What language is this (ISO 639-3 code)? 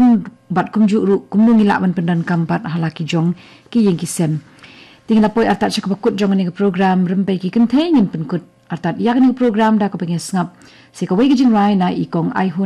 kha